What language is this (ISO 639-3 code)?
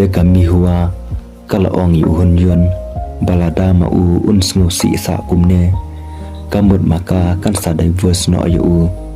kha